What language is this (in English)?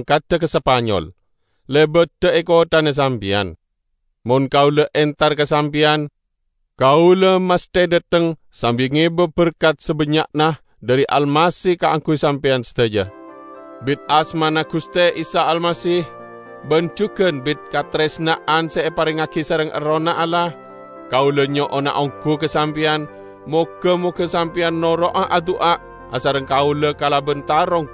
Madurese